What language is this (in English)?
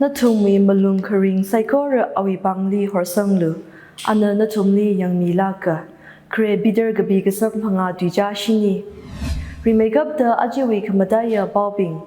Tangkhul Naga (India)